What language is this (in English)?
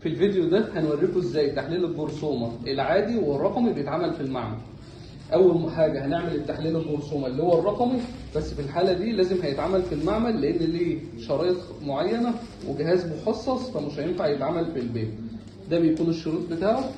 Egyptian Arabic